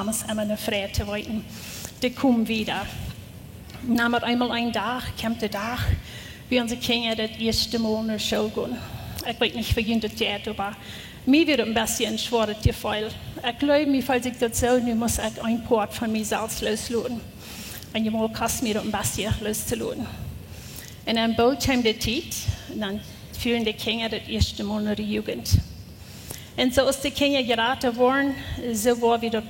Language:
Plautdietsch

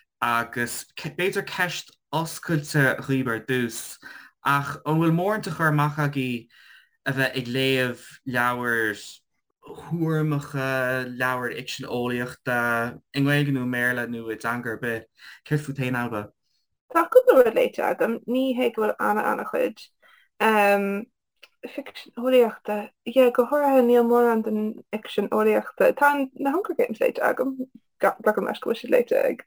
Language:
Irish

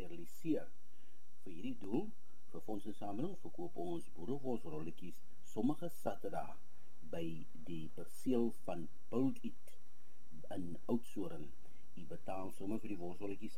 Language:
Afrikaans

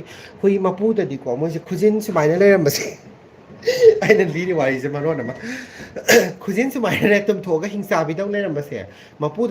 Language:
Manipuri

